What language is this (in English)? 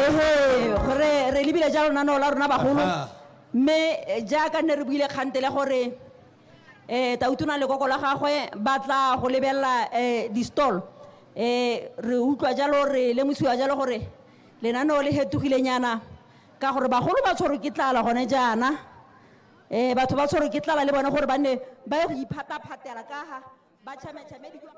Tswana